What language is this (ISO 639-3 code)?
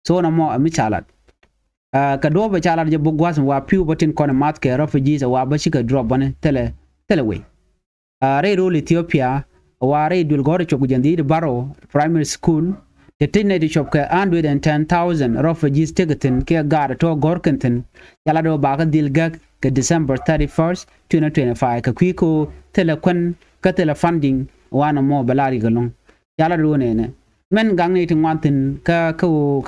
nus